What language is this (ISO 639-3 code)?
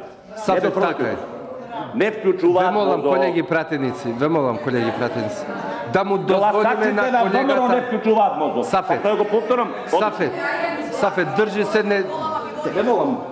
mkd